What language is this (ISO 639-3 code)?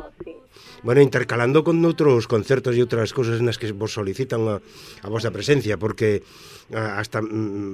glg